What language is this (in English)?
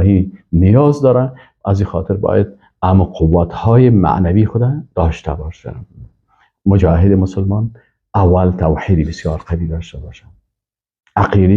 Persian